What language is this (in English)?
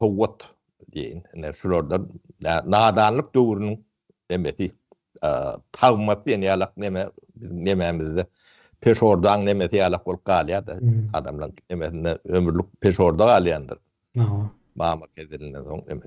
Turkmen